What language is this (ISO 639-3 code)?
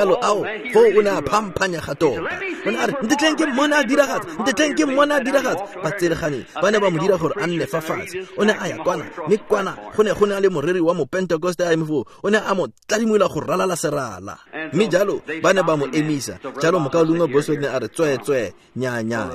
tsn